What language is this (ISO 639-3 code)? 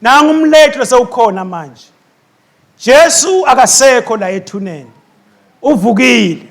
ssw